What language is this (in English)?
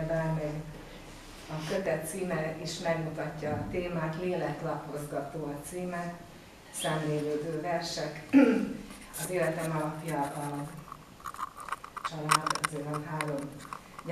Hungarian